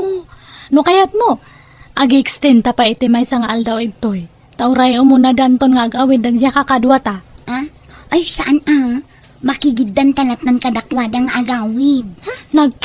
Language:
Iloko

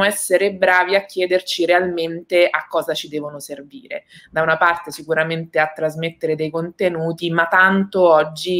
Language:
Italian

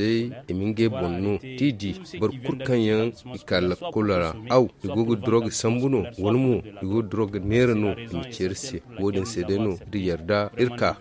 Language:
Zarma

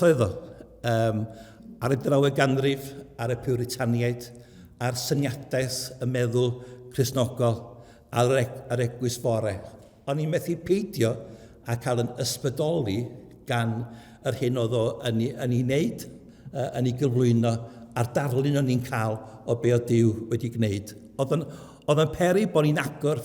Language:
Welsh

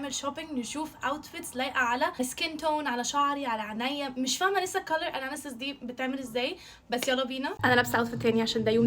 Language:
Egyptian Arabic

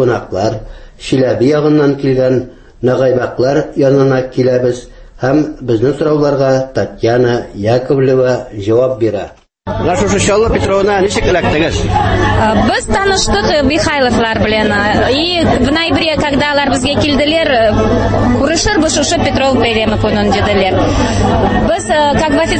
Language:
Tatar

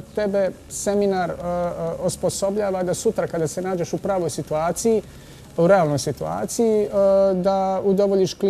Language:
Bosnian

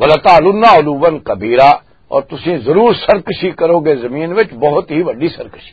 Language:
Western Panjabi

